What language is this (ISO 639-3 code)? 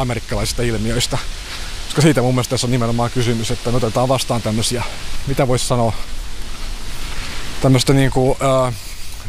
fin